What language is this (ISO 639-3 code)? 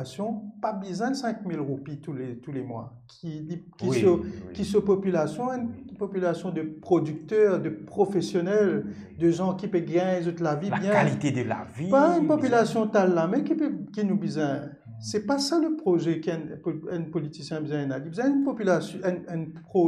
mfe